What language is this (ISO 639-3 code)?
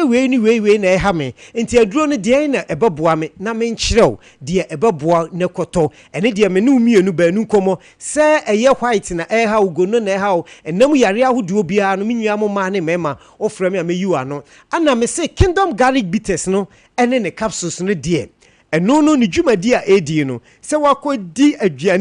aka